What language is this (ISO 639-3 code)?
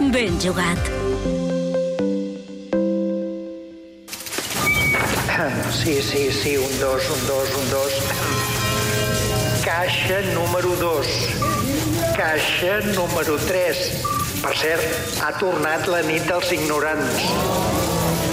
cat